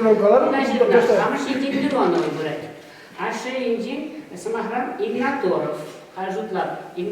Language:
Chuvash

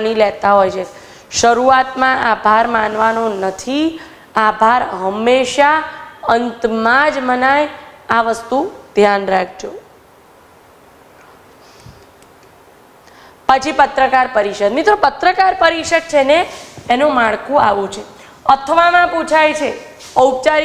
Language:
Gujarati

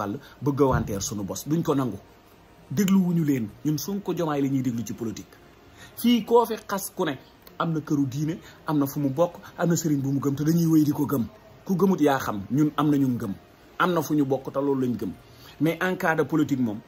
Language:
Wolof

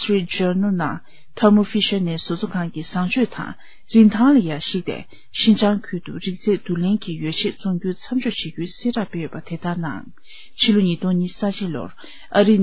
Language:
Tibetan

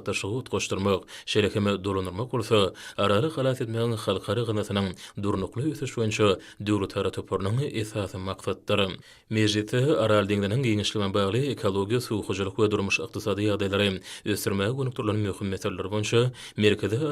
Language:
Turkmen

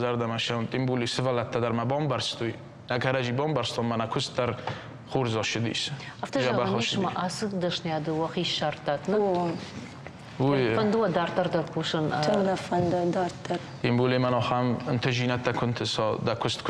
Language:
Ossetic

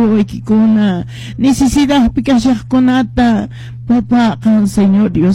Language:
Quechua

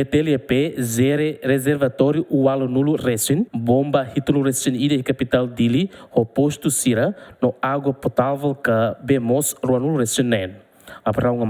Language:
Tetum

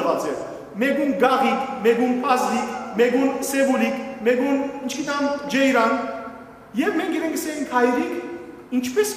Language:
Western Armenian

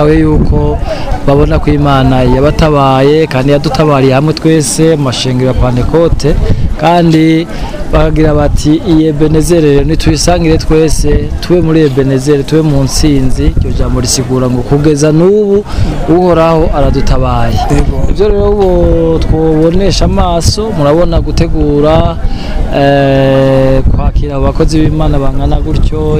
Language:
Rundi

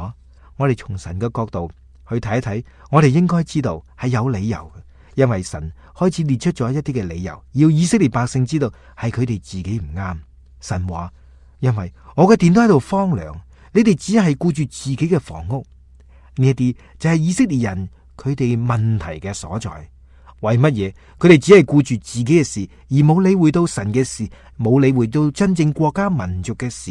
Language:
Cantonese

